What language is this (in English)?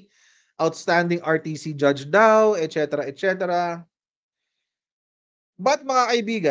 Filipino